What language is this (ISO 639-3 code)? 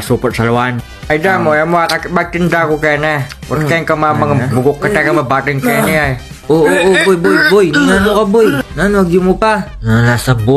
pam